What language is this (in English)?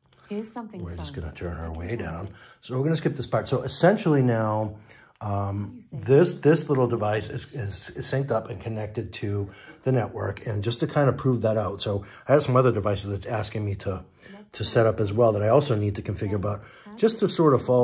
English